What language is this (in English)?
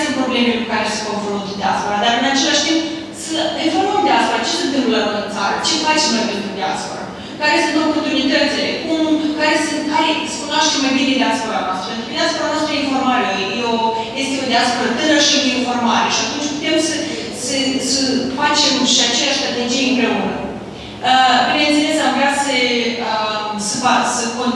Romanian